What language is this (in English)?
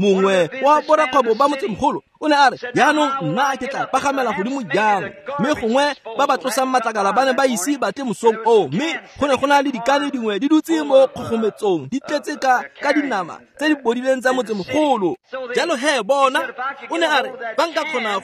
Tswana